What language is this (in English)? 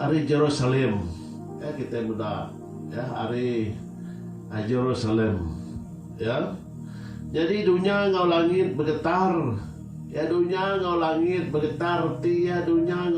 Iban